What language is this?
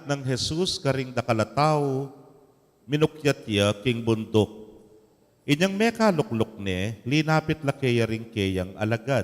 Pampanga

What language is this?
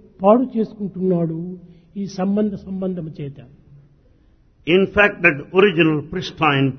Telugu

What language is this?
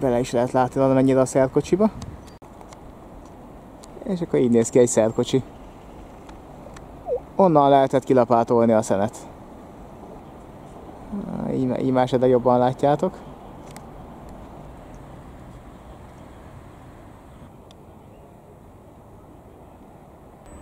Hungarian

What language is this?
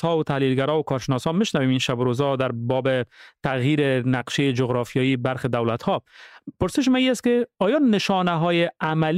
Persian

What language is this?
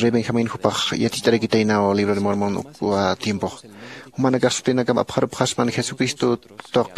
Aymara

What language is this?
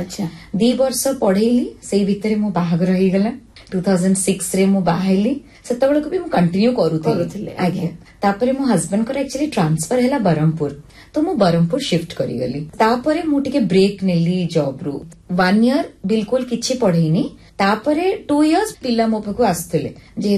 Odia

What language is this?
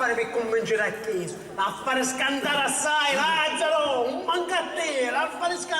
Sicilian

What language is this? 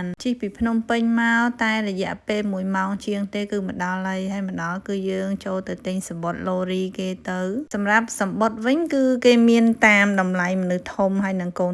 Khmer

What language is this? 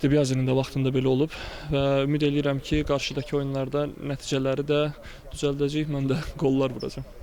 Azerbaijani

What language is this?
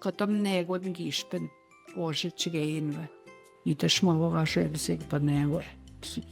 Central Ojibwa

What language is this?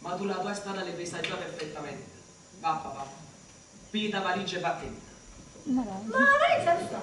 Neapolitan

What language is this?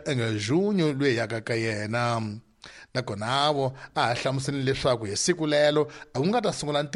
Tsonga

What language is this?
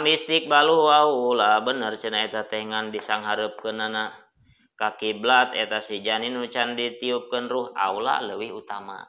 Sundanese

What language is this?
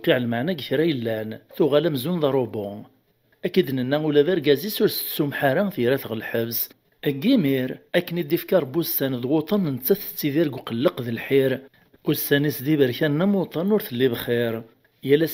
Kabyle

